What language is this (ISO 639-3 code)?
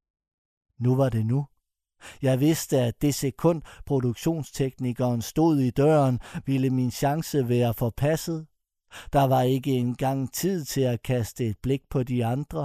dan